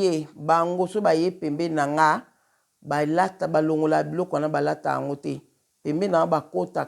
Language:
Lingala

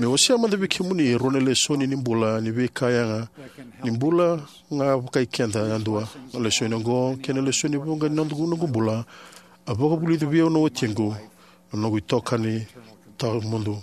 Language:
Fijian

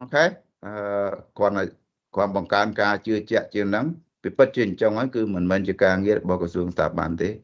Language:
Khmer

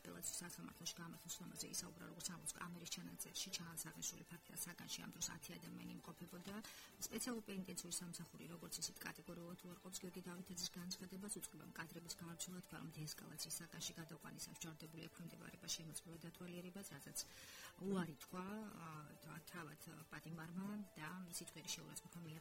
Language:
Georgian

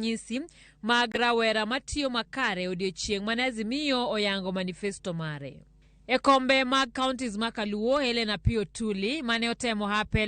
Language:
Luo (Kenya and Tanzania)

